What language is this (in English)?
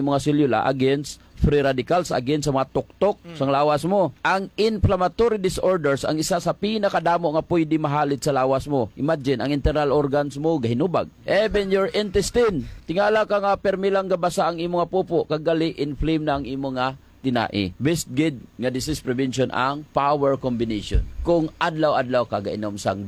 Hiligaynon